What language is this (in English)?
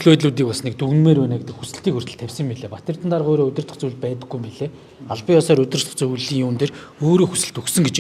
Mongolian